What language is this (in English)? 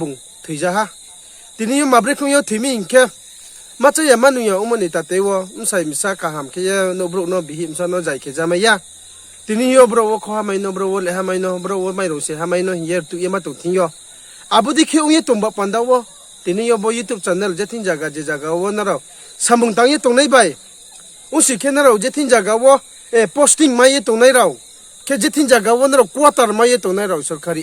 Riang (India)